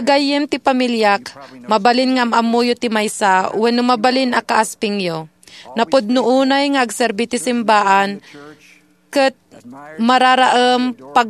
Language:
Iloko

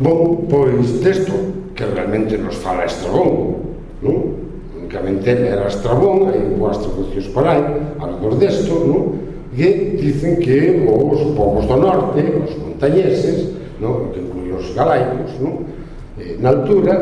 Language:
Galician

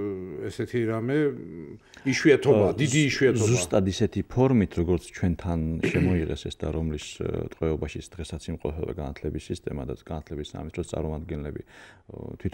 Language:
Georgian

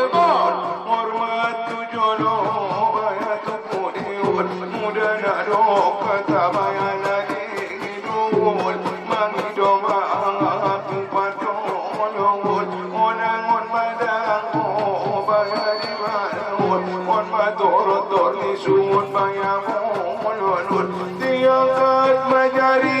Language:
Batak Angkola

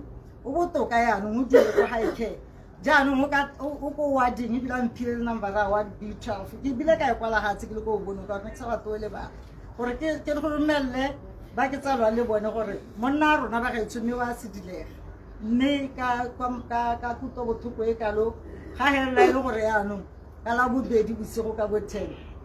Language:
Tswana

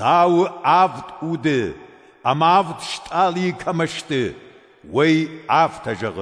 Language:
Ossetic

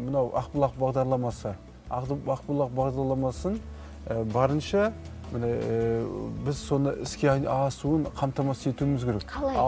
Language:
Kazakh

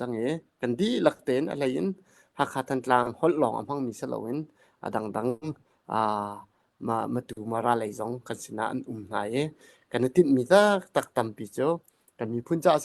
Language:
Hakha Chin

